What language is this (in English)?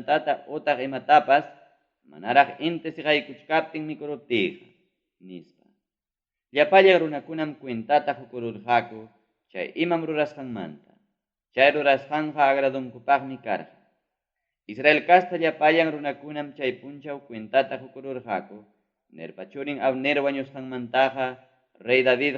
Ayacucho Quechua